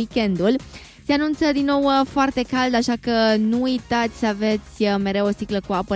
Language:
Romanian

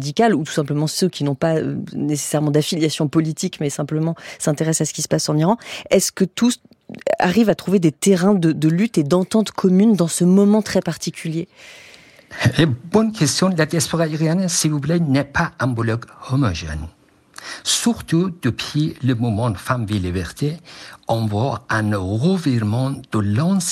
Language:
French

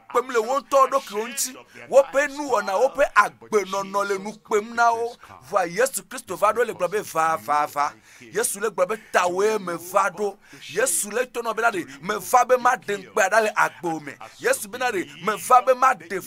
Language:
Ewe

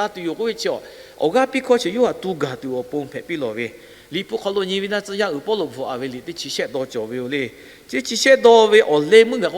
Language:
Lahu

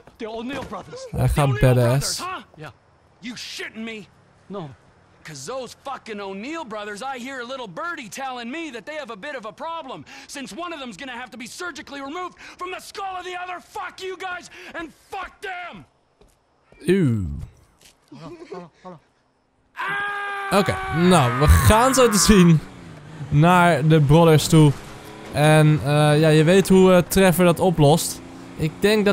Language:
Dutch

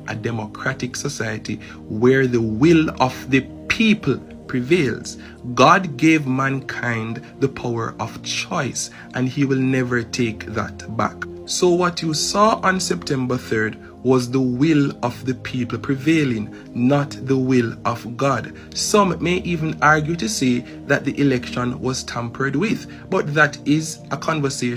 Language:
Jamaican Creole English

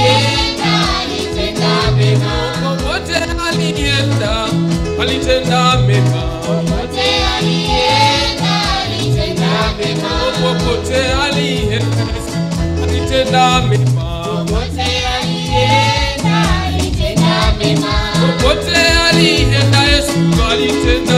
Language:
Swahili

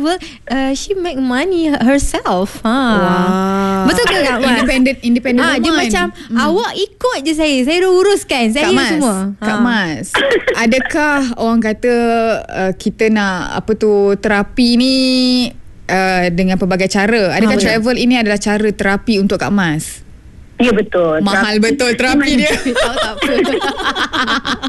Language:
Malay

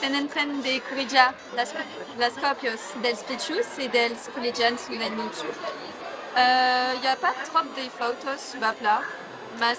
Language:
Occitan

